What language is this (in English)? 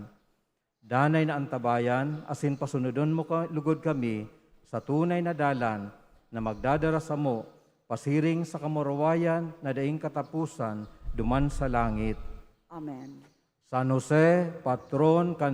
Bikol